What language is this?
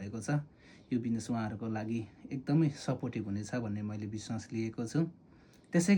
Nepali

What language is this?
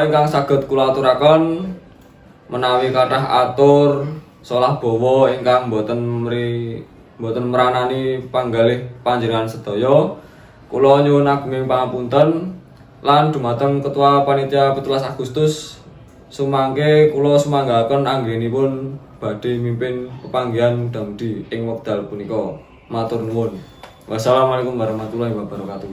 Javanese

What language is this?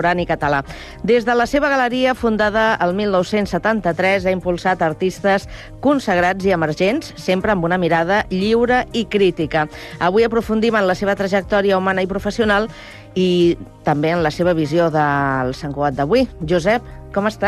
Catalan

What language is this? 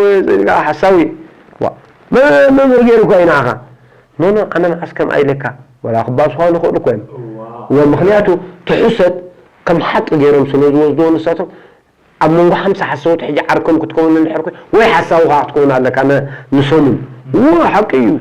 Tigrinya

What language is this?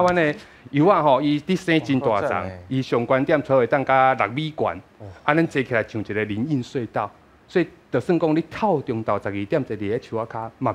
Min Nan Chinese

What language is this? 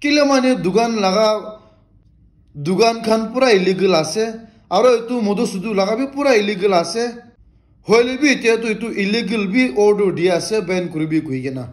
Naga Pidgin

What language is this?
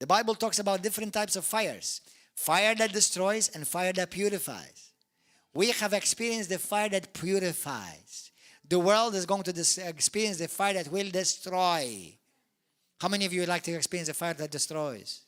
English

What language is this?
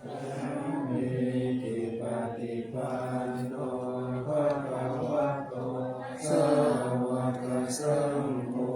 Pali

